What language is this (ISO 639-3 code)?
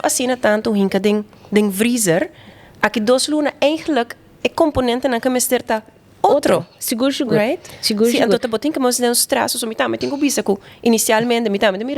pap